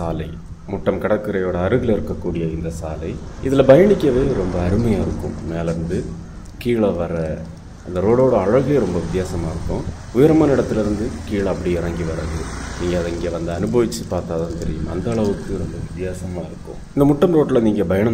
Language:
Tamil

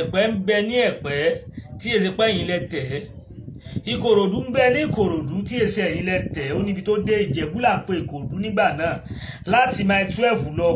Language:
Yoruba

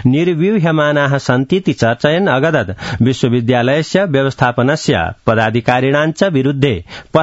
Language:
Sanskrit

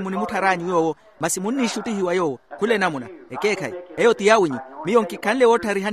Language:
Makhuwa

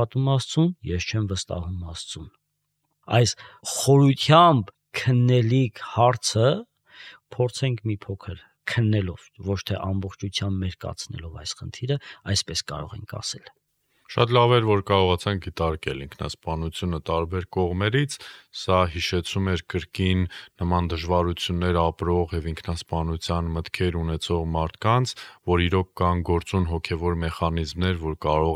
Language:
Armenian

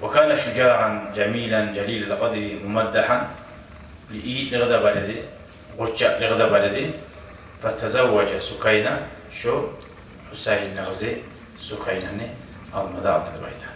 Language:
Kumyk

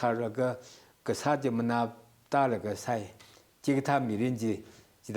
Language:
Tangkhul Naga (India)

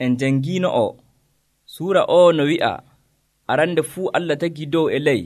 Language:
Nigerian Fulfulde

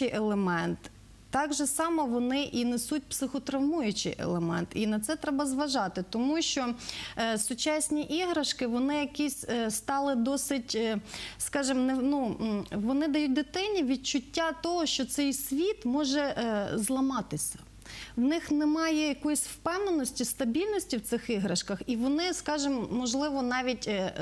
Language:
Ukrainian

